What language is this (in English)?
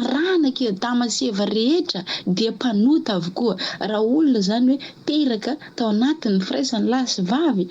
Malagasy